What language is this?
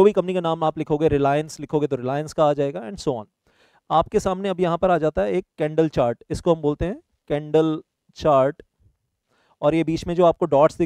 Hindi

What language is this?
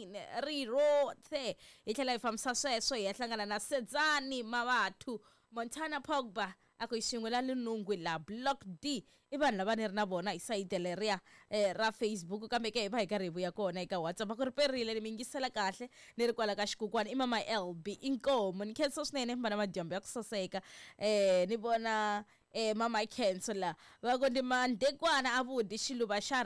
Tsonga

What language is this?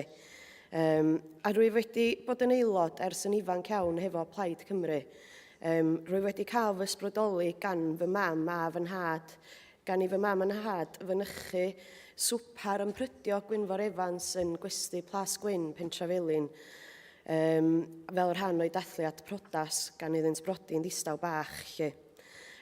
Welsh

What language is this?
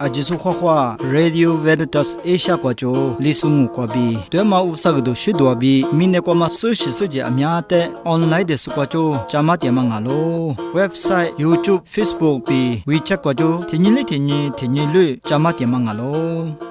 Lisu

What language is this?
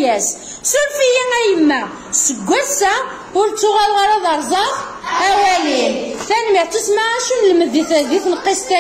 Kabyle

